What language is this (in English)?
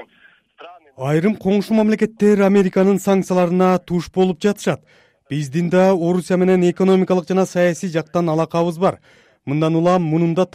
Kyrgyz